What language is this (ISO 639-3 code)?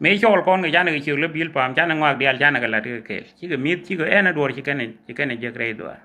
nus